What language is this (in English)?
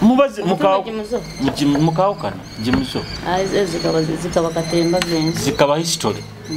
Nyoro